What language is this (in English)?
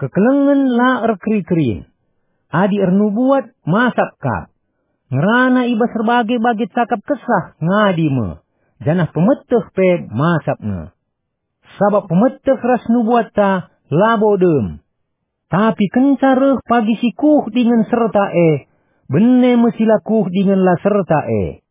Batak Karo